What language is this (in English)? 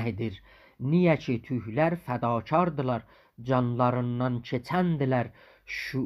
South Azerbaijani